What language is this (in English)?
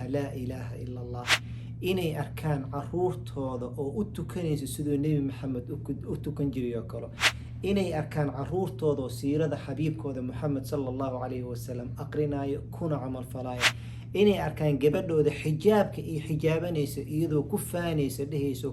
Somali